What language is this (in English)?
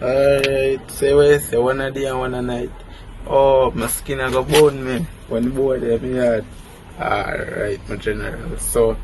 Jamaican Creole English